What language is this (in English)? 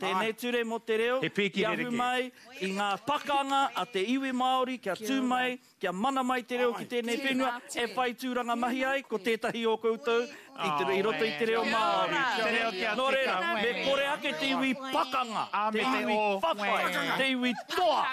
Māori